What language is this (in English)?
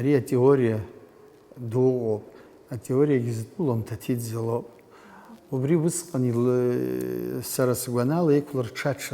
Abkhazian